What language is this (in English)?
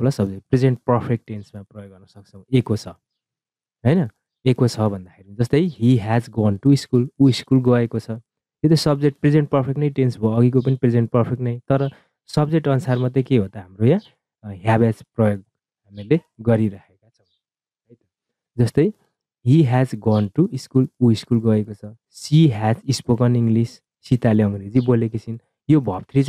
Nepali